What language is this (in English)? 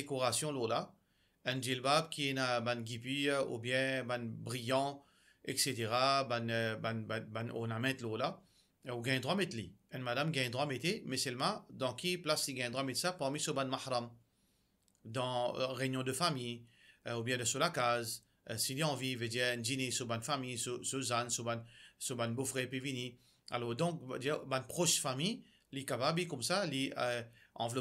Morisyen